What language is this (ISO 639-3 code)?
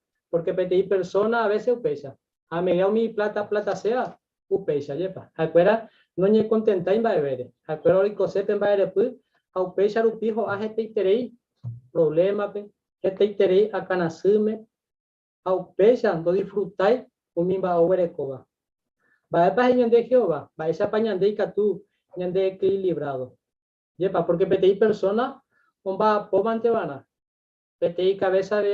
grn